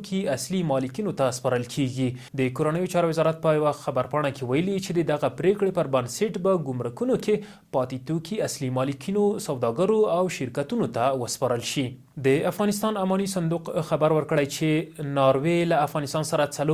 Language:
Pashto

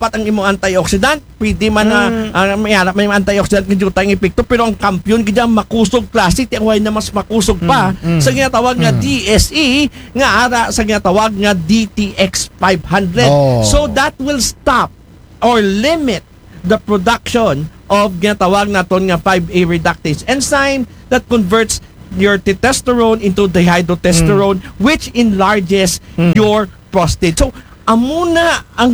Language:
Aklanon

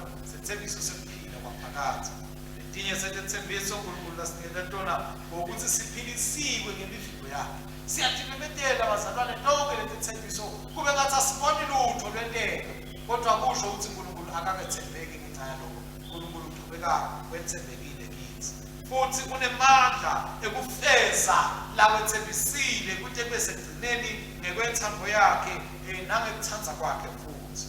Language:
Swati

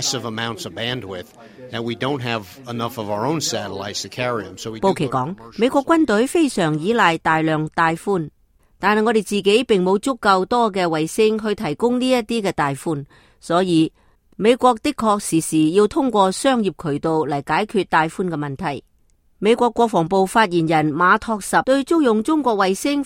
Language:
Cantonese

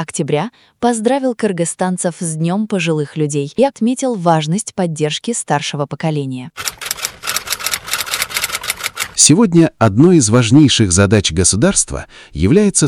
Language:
Russian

